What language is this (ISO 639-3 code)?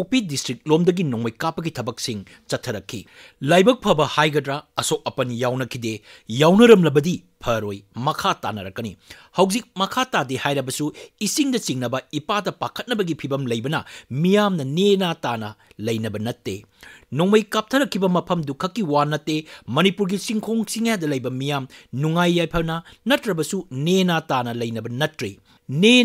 mni